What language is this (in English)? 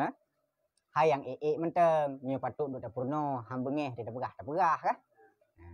Achinese